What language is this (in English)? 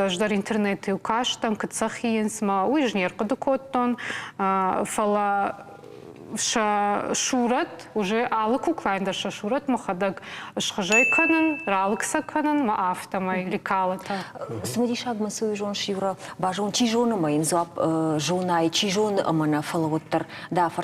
Ossetic